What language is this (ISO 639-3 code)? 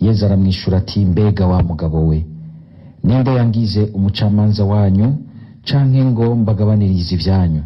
run